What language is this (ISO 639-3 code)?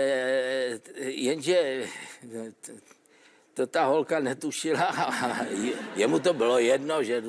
ces